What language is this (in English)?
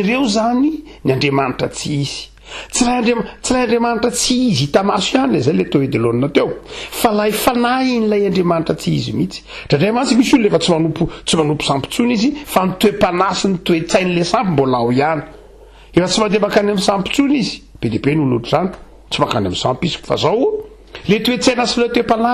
Malagasy